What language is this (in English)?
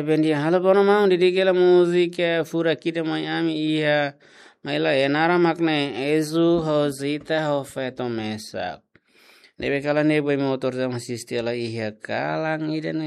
Tetum